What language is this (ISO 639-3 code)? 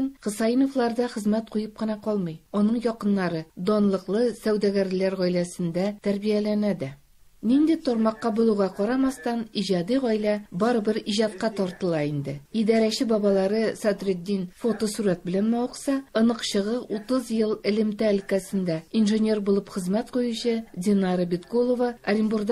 tat